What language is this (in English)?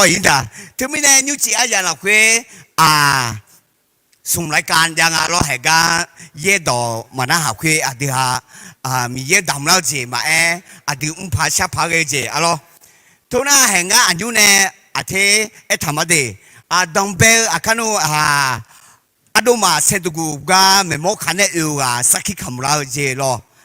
Akha